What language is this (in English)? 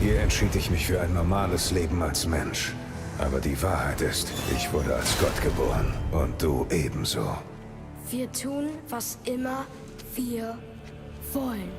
Bavarian